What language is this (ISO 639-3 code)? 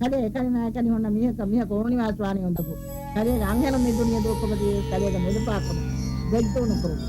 div